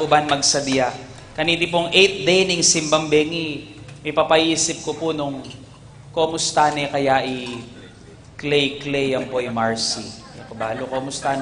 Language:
Pampanga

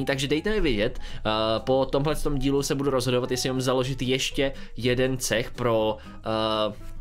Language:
Czech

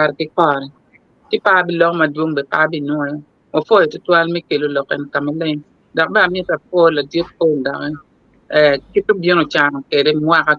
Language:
Acoli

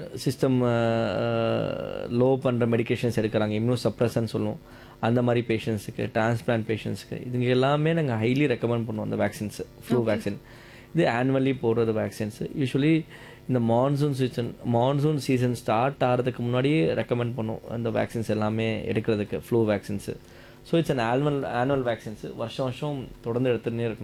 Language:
Tamil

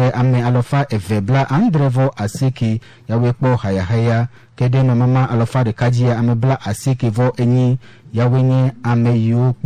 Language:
Ewe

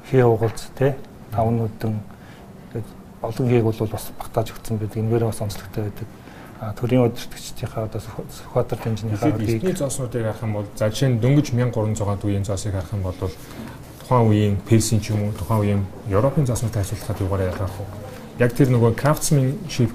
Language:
Mongolian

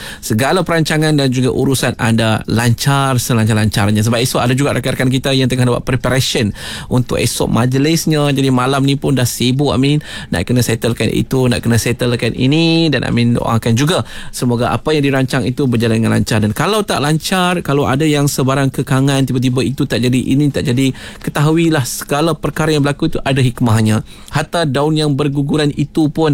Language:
Malay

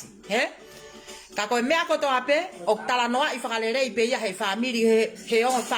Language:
Tongan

